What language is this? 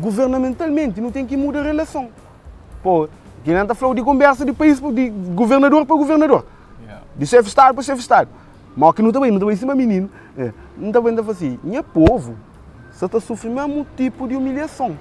Kabuverdianu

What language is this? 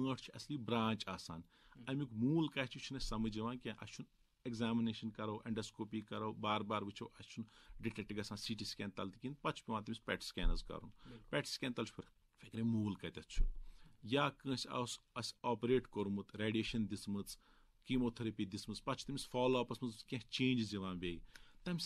Kashmiri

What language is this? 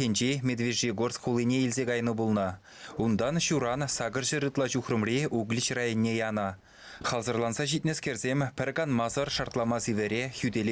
Chuvash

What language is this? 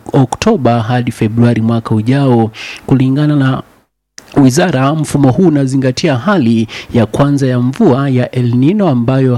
Swahili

